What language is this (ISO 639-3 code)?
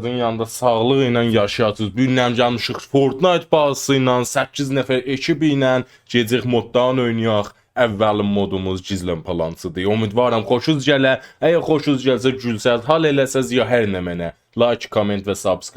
azb